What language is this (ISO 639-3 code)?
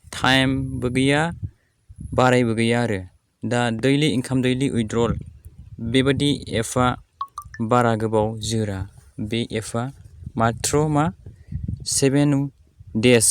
brx